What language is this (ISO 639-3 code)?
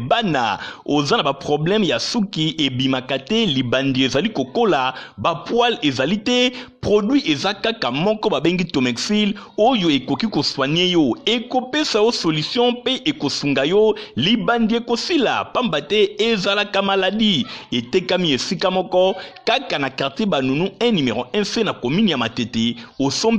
lin